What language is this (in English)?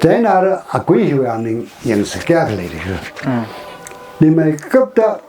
Tangkhul Naga (India)